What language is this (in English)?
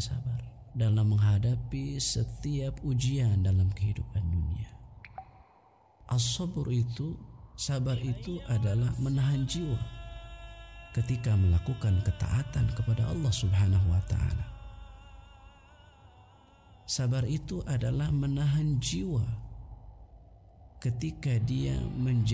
Indonesian